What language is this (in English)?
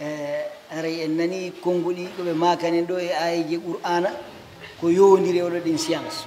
Pular